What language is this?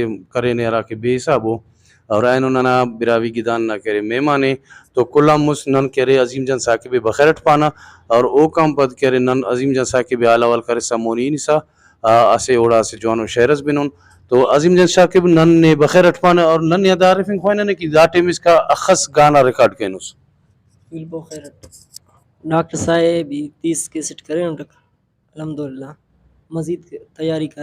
Brahui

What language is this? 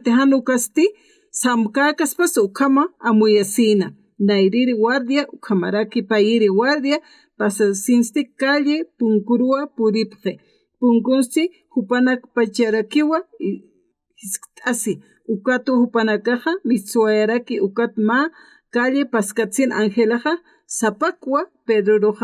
Aymara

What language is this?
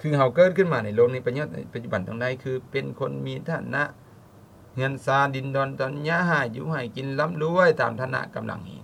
Lao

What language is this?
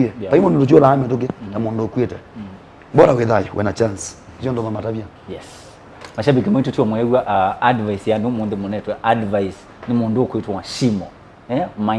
Kamba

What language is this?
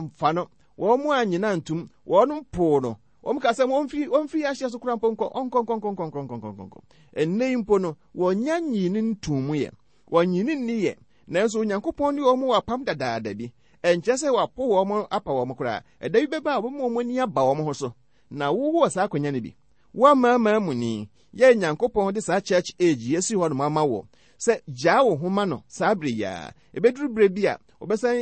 Akan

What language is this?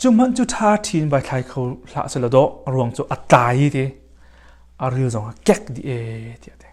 Hakha Chin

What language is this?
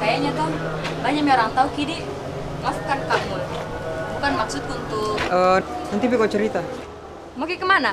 Makassar Malay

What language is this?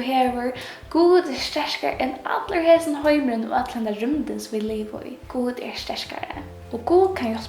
Faroese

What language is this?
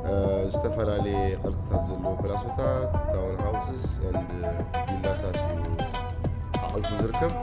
Tigrinya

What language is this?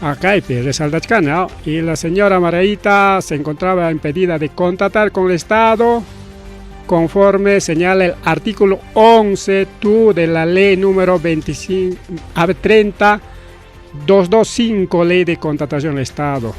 Ayacucho Quechua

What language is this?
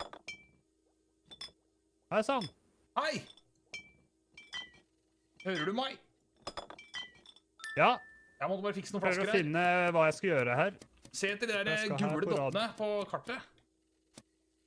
Norwegian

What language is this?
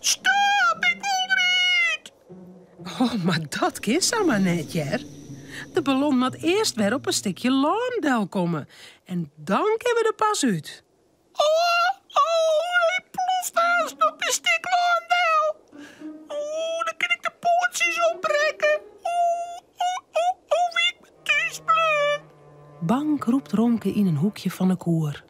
Western Frisian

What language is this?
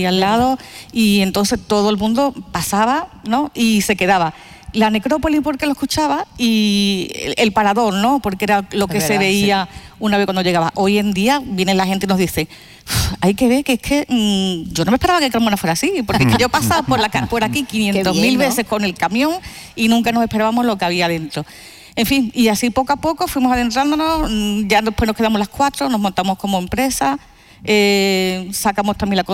Spanish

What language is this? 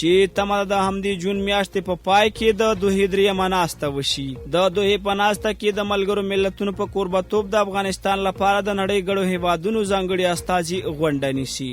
Pashto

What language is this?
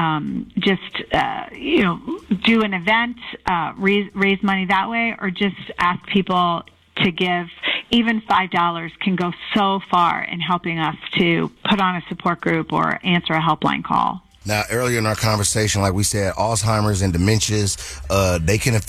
English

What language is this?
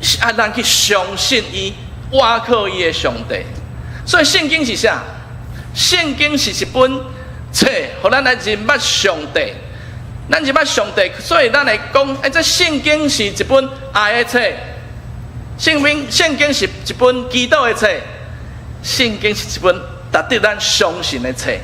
Min Nan Chinese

